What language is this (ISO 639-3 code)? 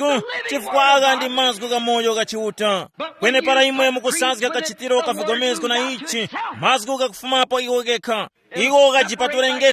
tum